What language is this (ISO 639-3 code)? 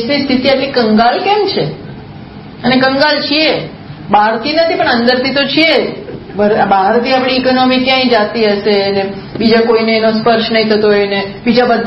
guj